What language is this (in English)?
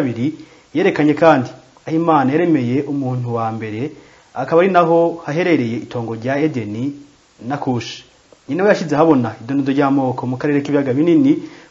Rundi